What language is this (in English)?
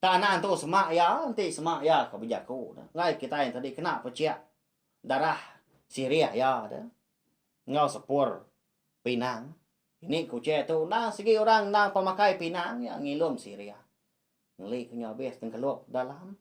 Iban